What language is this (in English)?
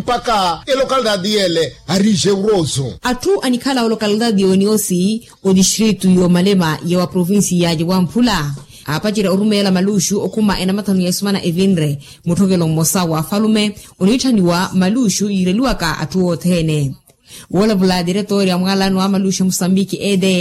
Makhuwa